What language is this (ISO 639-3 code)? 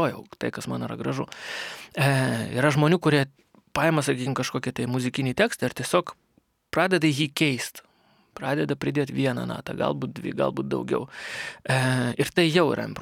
lit